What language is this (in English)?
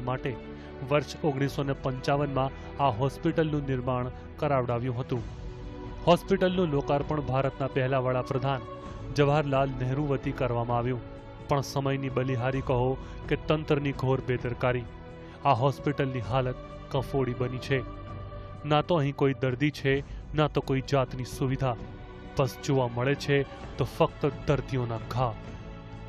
Gujarati